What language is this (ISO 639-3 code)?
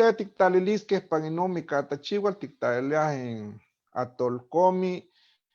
nhe